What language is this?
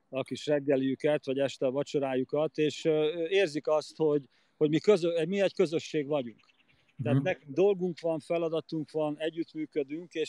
Hungarian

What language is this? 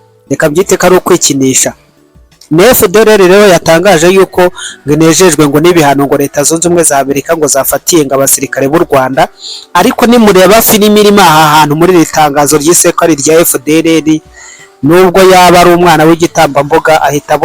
Kinyarwanda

